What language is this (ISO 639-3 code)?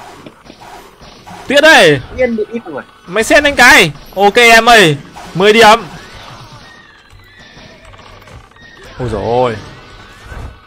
vie